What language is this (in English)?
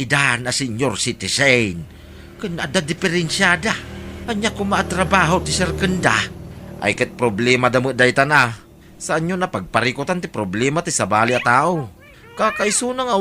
Iloko